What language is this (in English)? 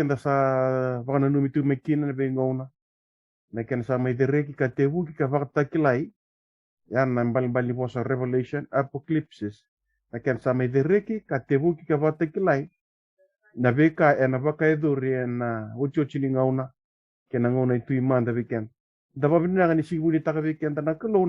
Fijian